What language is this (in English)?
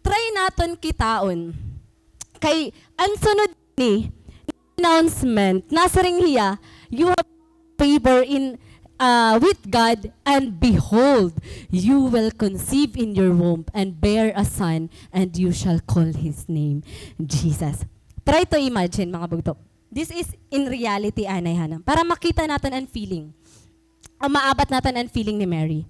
Waray